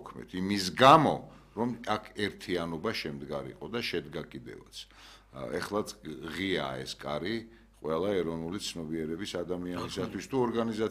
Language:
Georgian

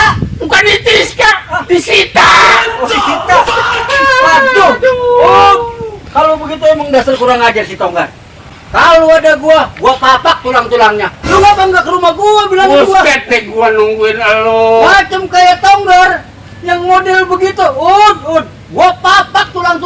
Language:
Betawi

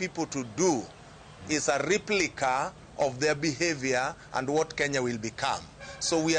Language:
Luo (Kenya and Tanzania)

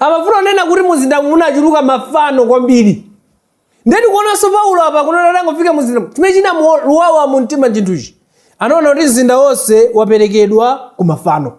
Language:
Nyanja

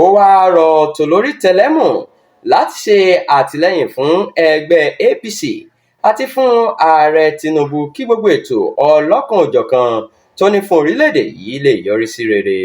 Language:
Yoruba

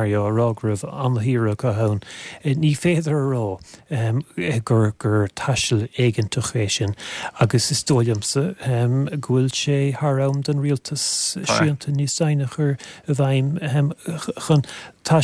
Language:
Irish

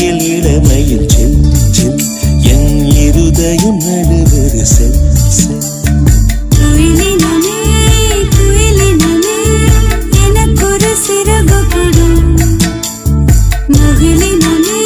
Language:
Tamil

